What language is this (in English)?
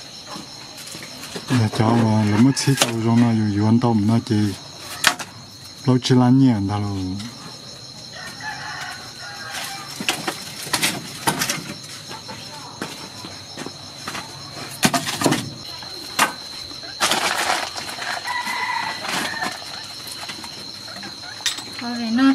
Vietnamese